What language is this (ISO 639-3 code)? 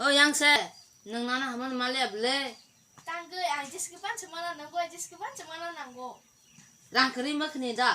trp